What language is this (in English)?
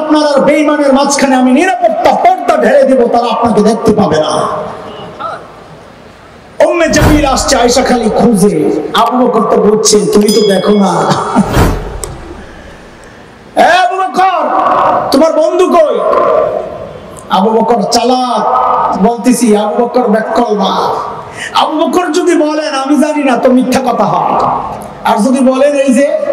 Bangla